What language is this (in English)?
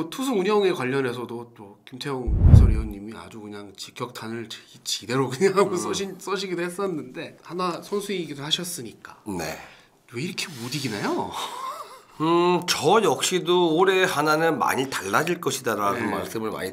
Korean